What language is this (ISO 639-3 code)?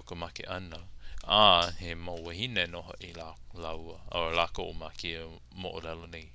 haw